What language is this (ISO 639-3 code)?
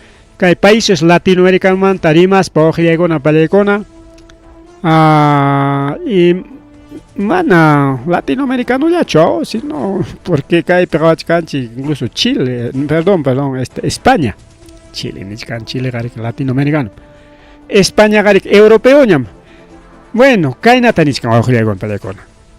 quy